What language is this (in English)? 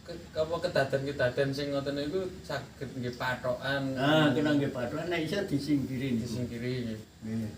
Javanese